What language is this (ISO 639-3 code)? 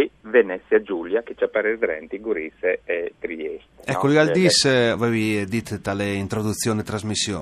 fur